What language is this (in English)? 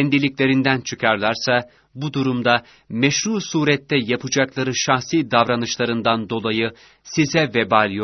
Turkish